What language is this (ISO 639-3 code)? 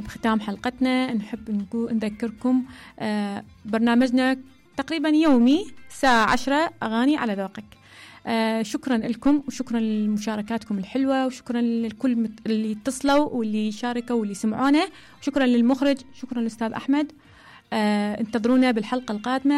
acm